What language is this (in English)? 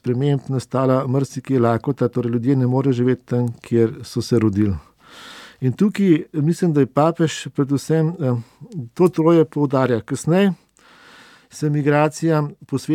Slovenian